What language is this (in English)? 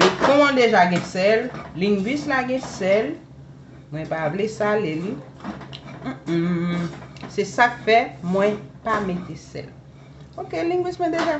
Haitian Creole